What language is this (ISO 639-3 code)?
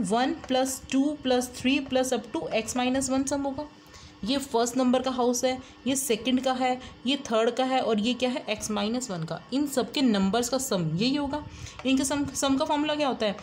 hin